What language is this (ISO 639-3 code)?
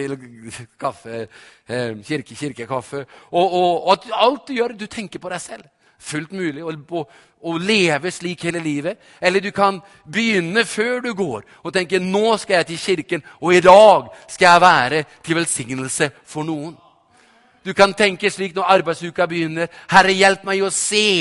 nor